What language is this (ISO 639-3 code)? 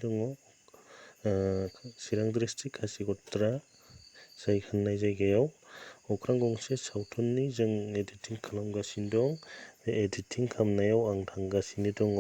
brx